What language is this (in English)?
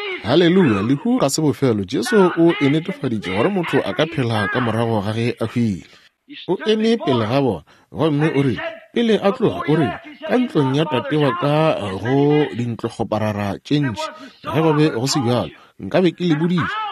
Northern Sotho